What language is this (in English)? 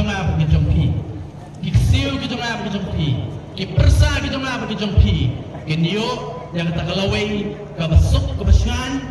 Khasi